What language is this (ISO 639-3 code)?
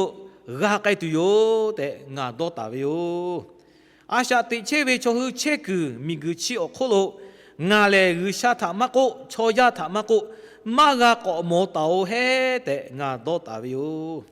lhu